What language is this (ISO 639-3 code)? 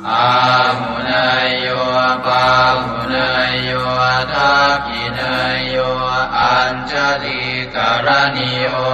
pli